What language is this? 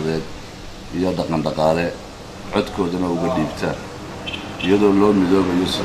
Somali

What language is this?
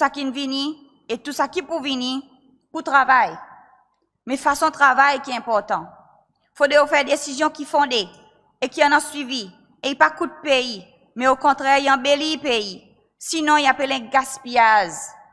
Seselwa Creole French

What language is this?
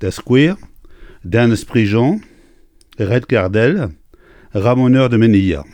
Breton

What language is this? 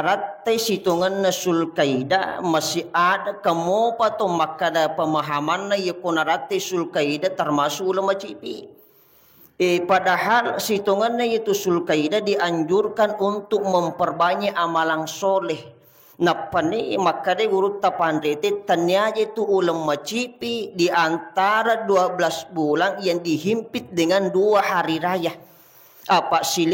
Buginese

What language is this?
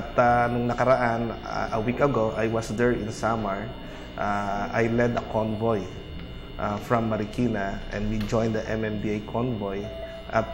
Filipino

